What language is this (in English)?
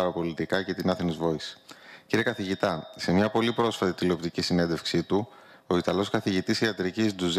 Greek